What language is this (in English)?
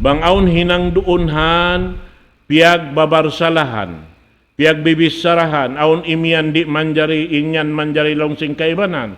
Tausug